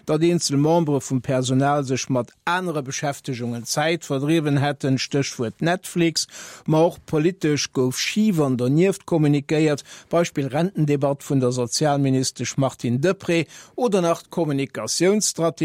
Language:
Luxembourgish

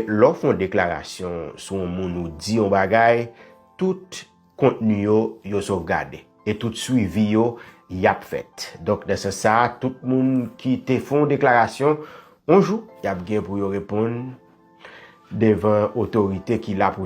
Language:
Haitian Creole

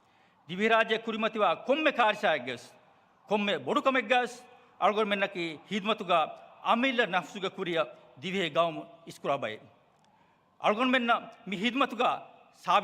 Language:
Divehi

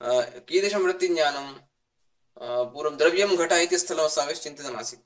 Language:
Sanskrit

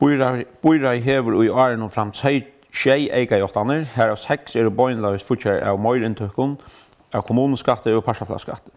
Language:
Faroese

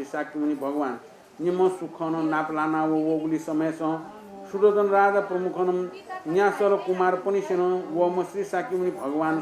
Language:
Newari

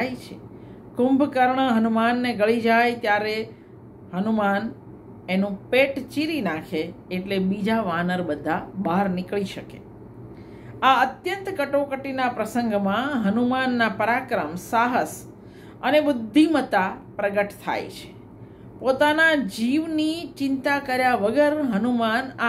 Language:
Gujarati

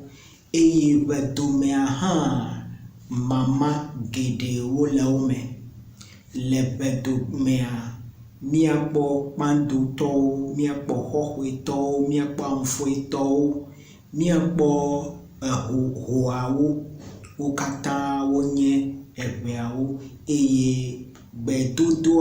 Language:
Ewe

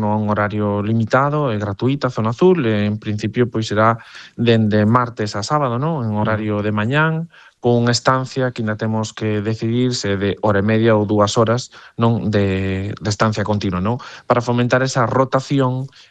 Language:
Galician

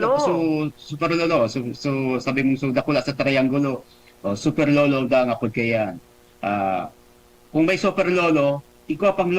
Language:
Bikol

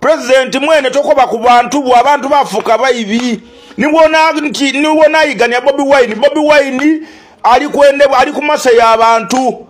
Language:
Ganda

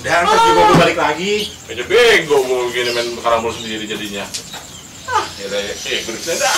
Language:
Betawi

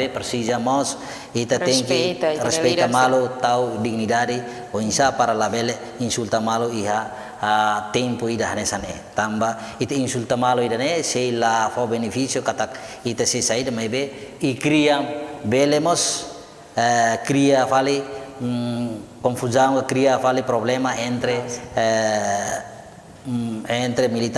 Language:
Tetum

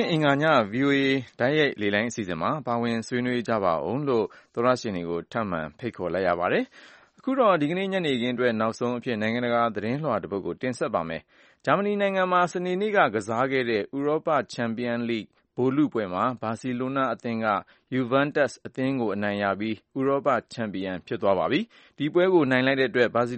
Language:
Burmese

